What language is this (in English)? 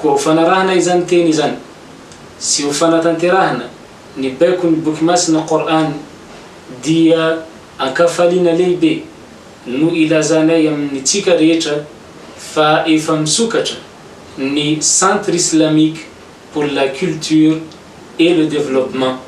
Malagasy